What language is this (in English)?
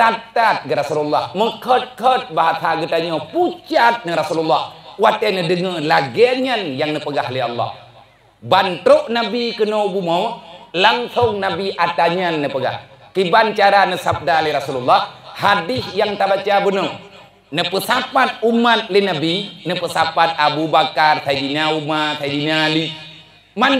Achinese